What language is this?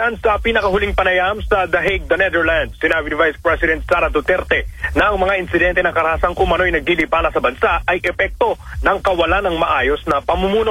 Filipino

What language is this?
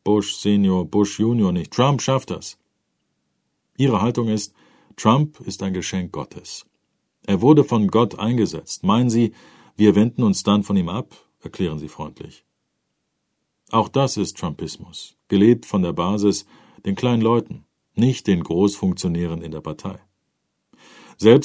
German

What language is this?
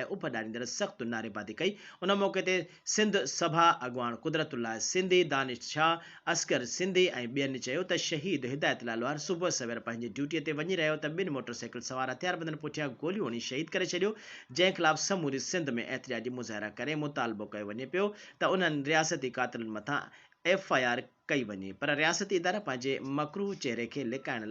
Sindhi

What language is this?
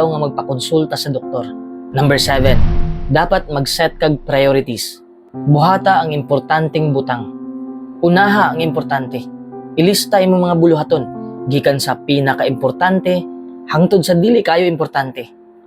Cebuano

